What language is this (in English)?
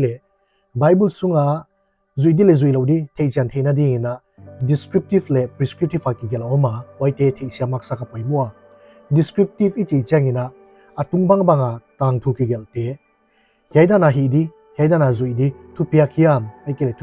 Paite Chin